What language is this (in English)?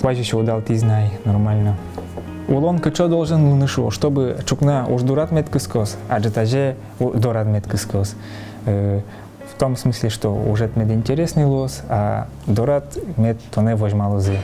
Udmurt